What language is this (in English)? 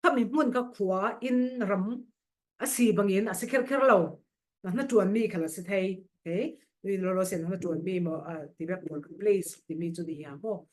Falam Chin